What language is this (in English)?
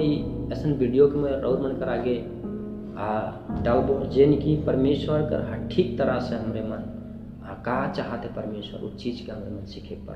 Sadri